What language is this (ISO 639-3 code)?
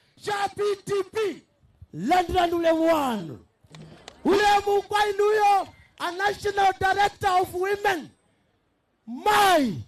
nya